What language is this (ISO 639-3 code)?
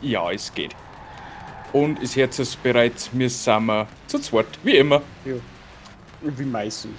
bar